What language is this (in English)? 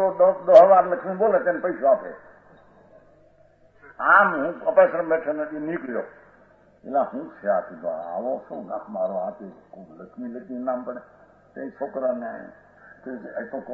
Gujarati